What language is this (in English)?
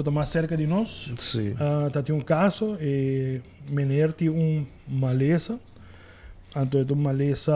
Papiamento